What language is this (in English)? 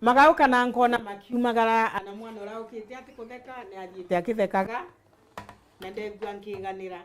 Meru